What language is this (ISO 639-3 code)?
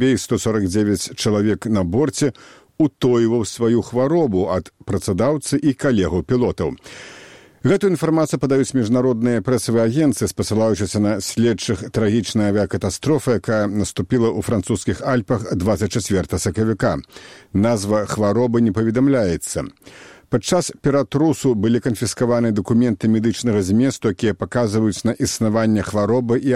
bel